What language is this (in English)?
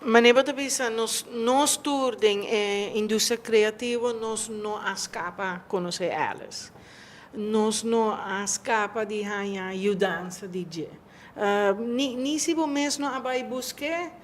Papiamento